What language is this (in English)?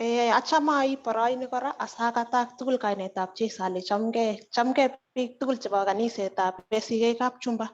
Kalenjin